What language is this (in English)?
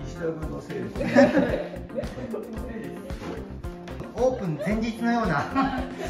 Japanese